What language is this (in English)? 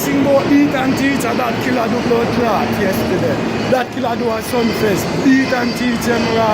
Jamaican Creole English